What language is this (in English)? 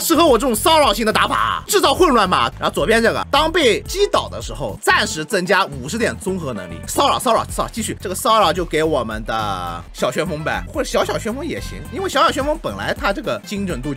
Chinese